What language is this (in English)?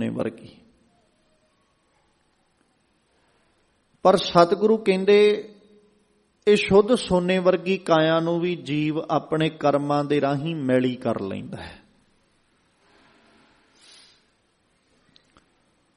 Punjabi